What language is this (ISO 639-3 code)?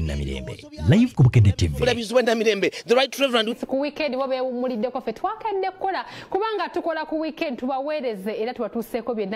lug